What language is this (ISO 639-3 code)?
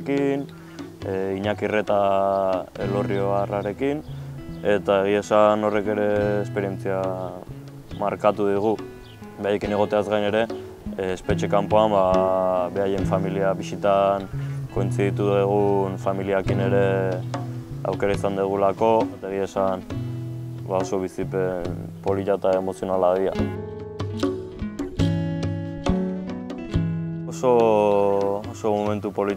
eus